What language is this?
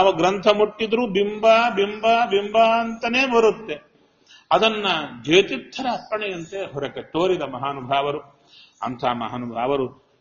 Kannada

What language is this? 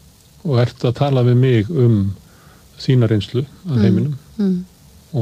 Icelandic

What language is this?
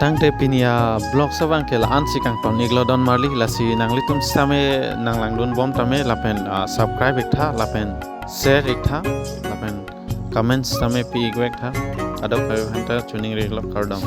Karbi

